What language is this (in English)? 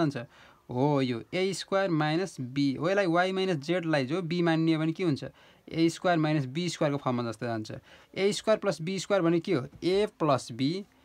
Nepali